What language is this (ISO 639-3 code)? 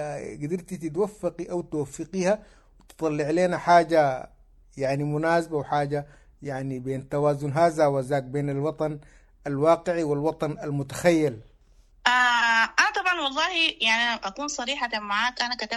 apd